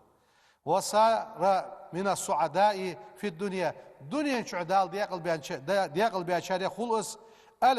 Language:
Ingush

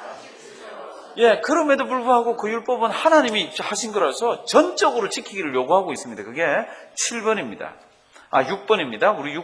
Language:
Korean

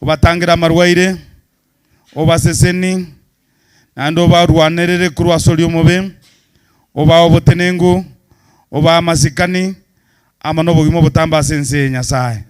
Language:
Gusii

